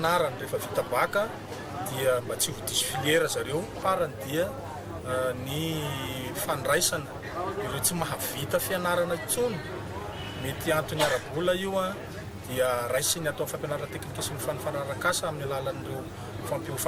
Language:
Malagasy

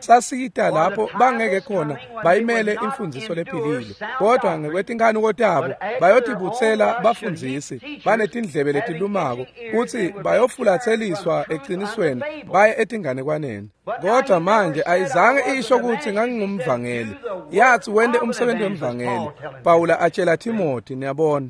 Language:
Swati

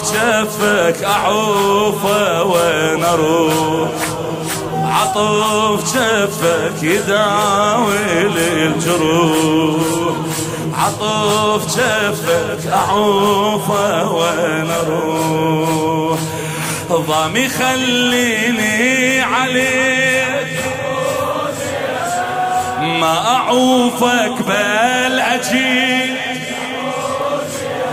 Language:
Mesopotamian Arabic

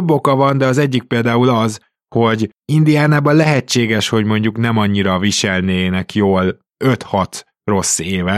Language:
Hungarian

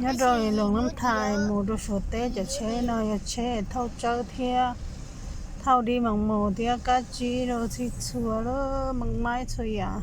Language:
Hmong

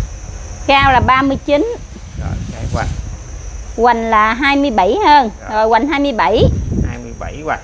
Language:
Vietnamese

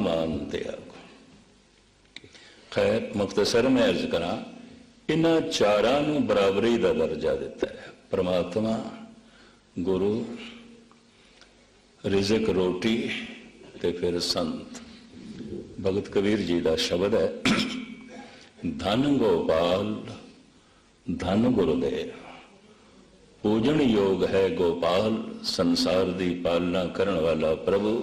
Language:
Punjabi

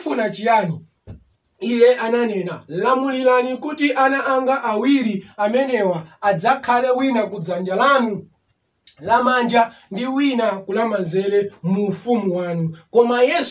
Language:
Nyanja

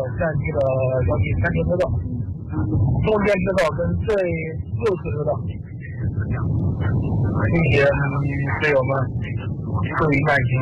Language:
Chinese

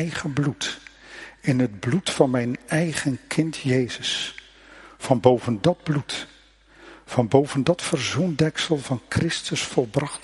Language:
Dutch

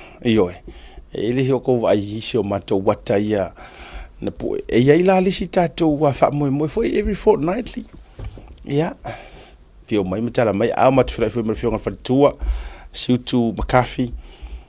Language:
Samoan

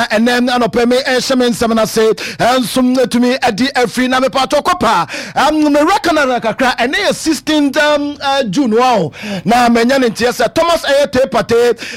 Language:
Akan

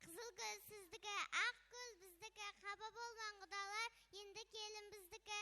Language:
Kara-Kalpak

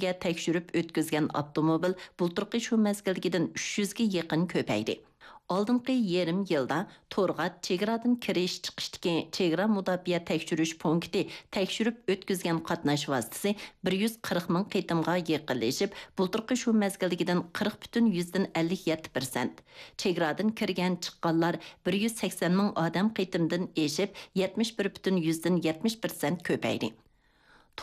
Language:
Uyghur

